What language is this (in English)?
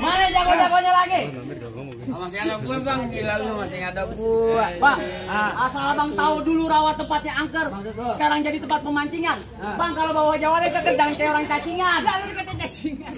Betawi